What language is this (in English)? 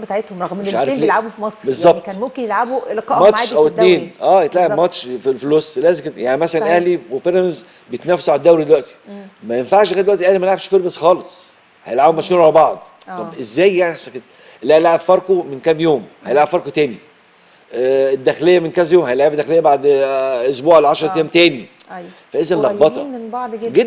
Egyptian Arabic